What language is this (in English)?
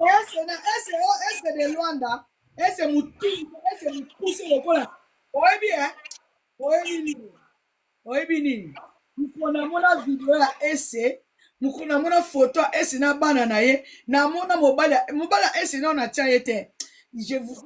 Lingala